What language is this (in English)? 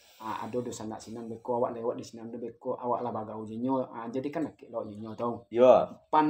Minangkabau